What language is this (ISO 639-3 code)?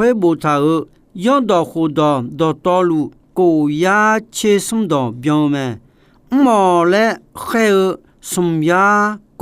ahk